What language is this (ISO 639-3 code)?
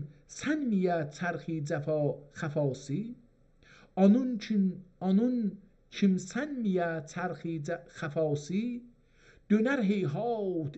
azb